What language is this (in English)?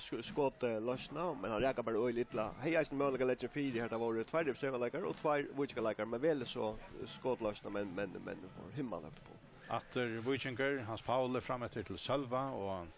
Faroese